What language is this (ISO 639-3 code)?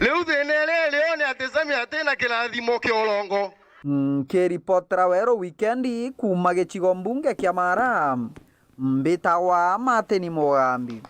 mer